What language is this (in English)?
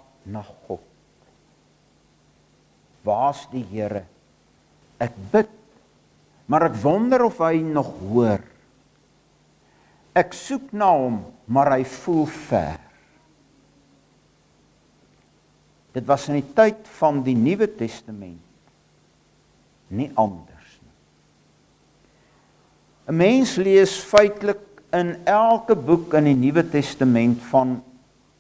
Afrikaans